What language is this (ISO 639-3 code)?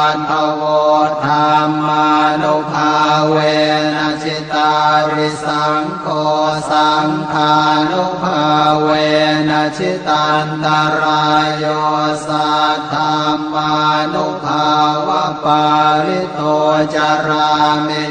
pli